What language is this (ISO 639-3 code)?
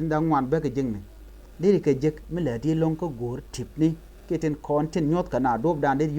nus